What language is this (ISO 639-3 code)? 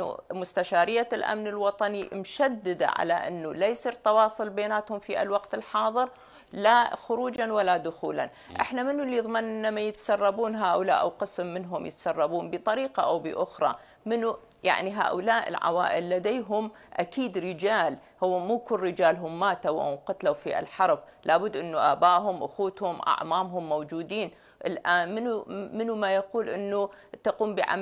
acm